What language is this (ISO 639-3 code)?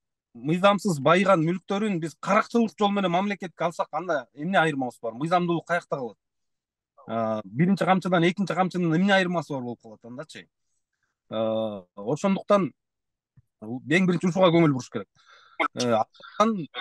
kir